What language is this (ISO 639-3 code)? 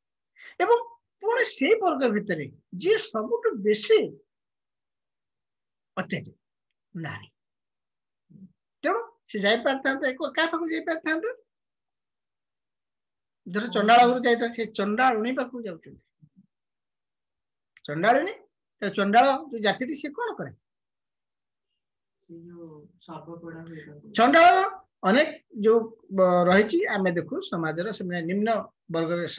ori